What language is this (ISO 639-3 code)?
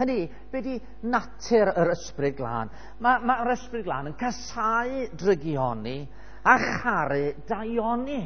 cym